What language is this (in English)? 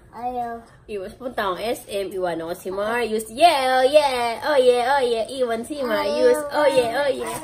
Filipino